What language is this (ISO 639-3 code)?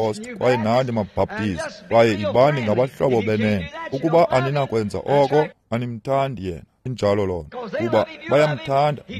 xho